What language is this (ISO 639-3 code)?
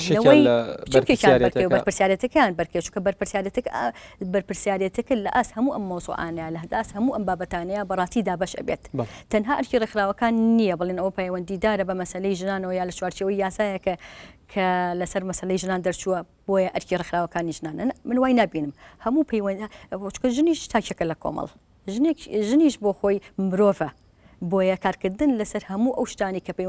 ckb